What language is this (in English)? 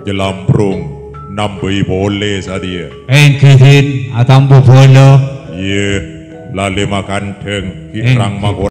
Madurese